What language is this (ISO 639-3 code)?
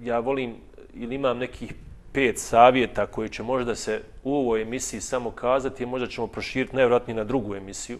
bos